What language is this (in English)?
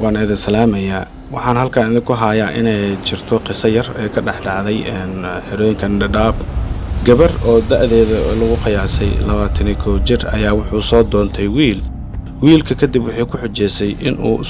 Somali